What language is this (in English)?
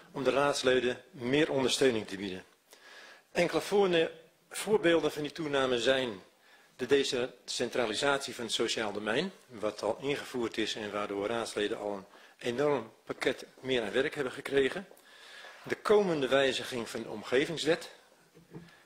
Dutch